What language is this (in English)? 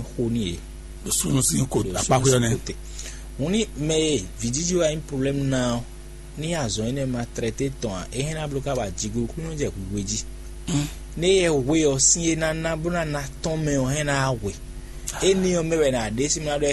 Fon